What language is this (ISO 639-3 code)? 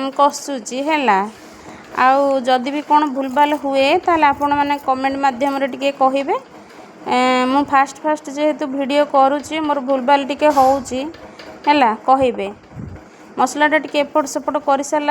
ori